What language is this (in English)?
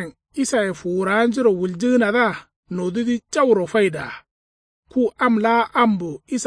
Kanuri